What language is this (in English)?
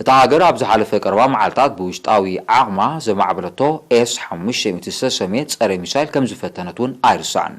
Tigrinya